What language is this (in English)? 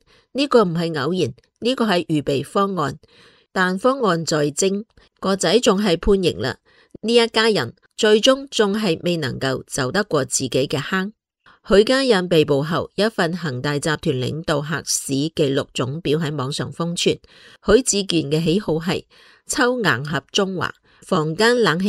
Cantonese